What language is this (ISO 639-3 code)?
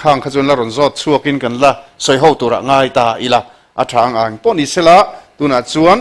lus